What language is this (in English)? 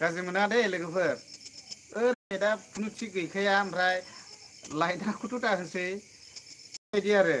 Bodo